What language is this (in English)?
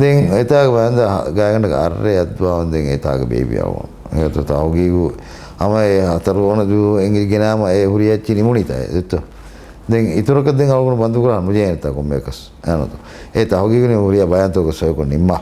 Divehi